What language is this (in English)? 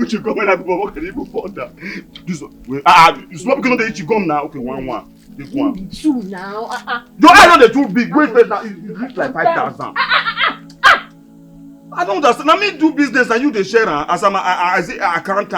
Nigerian Pidgin